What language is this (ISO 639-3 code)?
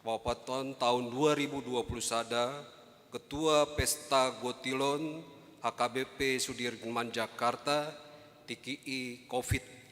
bbc